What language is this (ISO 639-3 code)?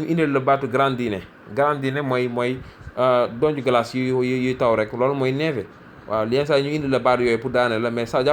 wol